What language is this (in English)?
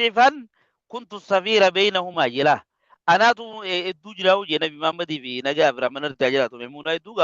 Oromo